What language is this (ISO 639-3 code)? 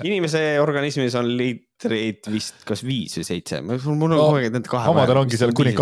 est